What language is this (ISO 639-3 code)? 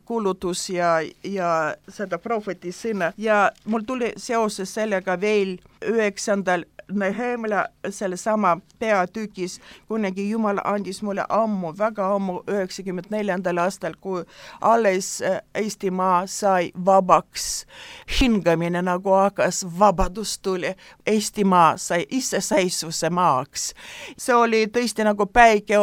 est